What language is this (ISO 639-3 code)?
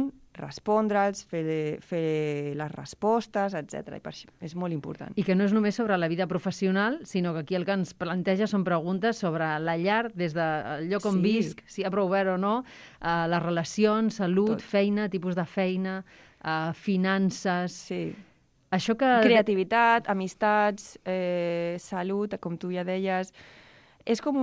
cat